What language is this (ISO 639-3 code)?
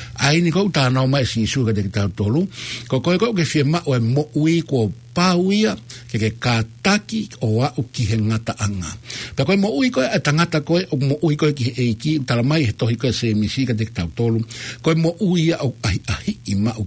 ton